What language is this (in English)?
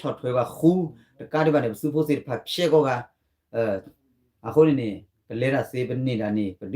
S'gaw Karen